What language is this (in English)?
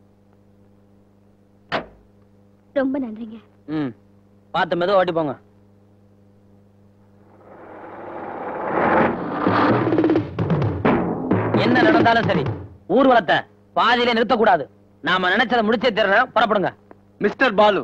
Tamil